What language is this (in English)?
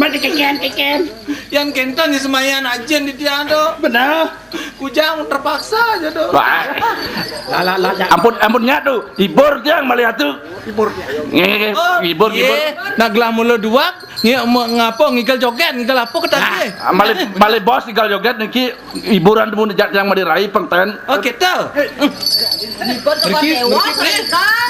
Balinese